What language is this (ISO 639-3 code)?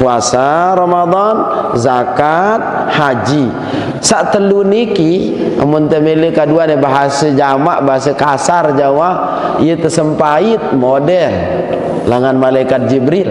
sas